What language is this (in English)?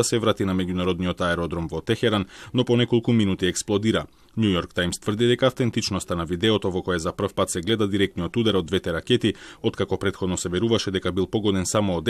Macedonian